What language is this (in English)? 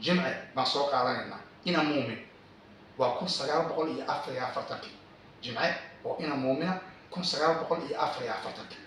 Somali